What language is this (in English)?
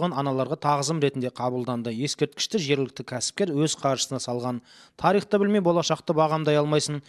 Kazakh